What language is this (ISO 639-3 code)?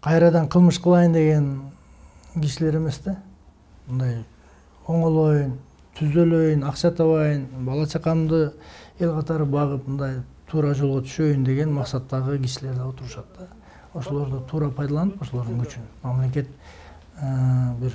kir